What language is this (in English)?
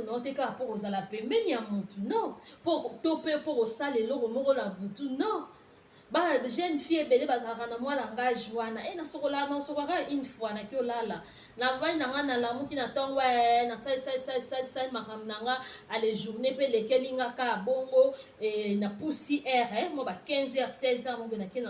Lingala